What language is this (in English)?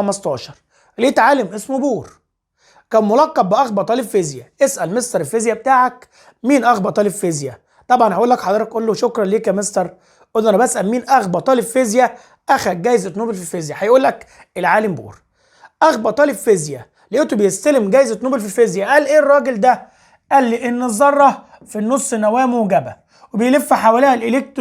Egyptian Arabic